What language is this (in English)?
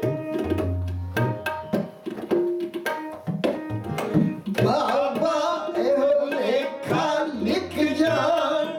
Punjabi